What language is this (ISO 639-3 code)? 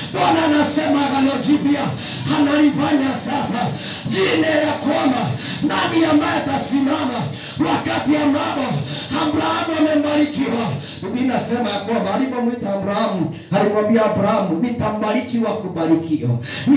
swa